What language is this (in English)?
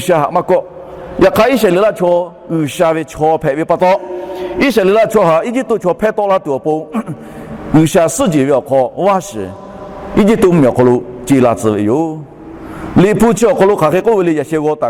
Lahu